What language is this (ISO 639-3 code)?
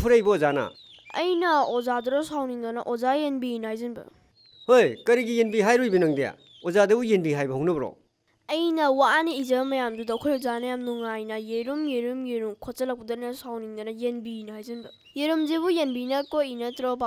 mni